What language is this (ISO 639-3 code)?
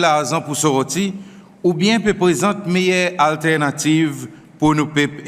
crs